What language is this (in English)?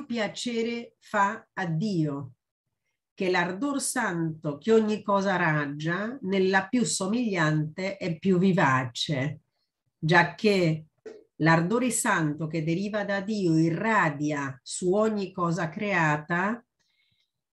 Italian